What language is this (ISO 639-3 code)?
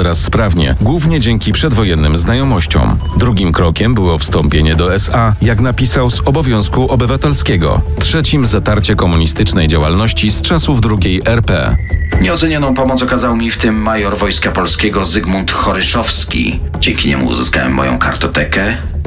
pol